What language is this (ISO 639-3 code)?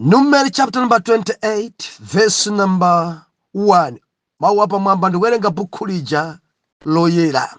nya